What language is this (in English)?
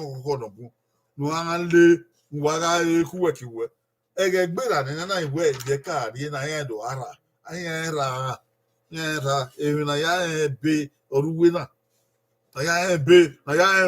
Bini